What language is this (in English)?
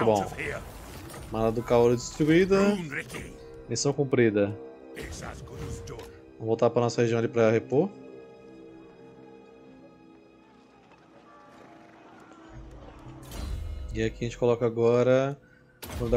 Portuguese